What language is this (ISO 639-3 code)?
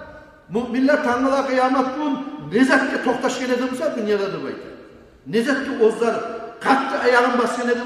kum